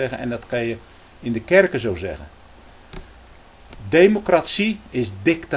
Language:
Dutch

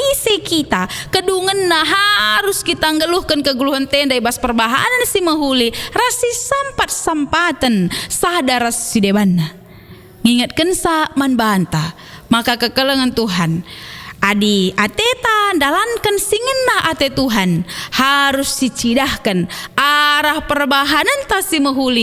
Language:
Batak Karo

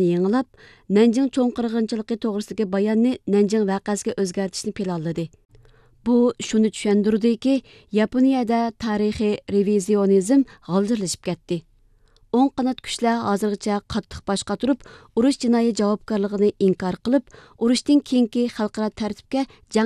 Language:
Uyghur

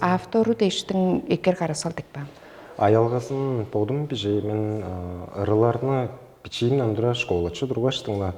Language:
Tuvinian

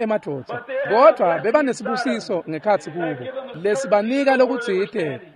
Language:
Swati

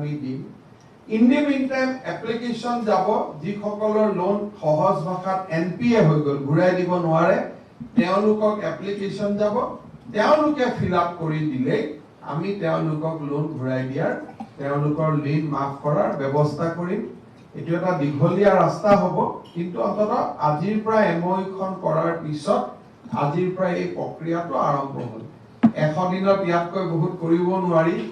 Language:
Assamese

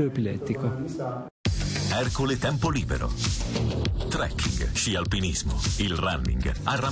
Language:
Italian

